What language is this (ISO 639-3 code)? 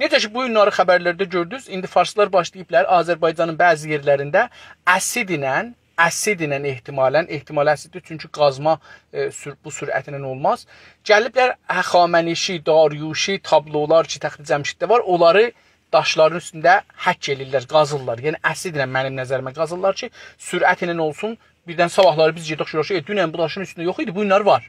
azb